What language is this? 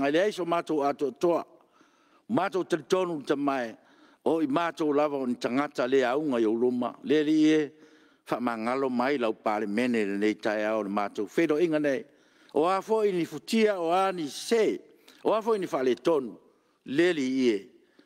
Samoan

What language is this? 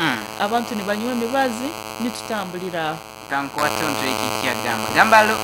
Nyoro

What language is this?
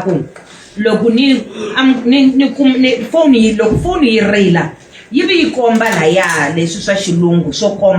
Tsonga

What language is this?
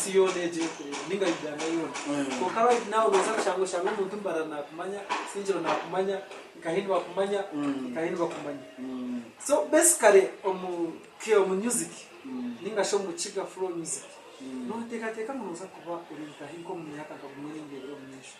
Nyankole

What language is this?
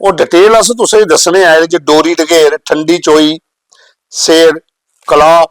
Dogri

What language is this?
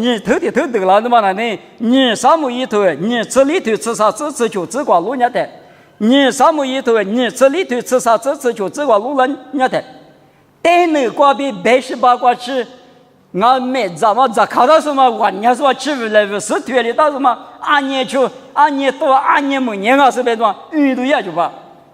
Lisu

